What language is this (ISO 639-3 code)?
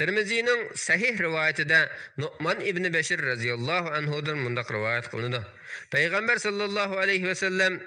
uig